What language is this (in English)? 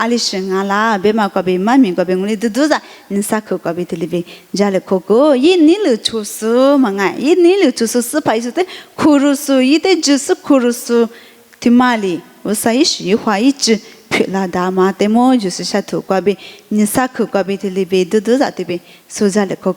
Lisu